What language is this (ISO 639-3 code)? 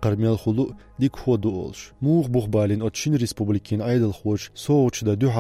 che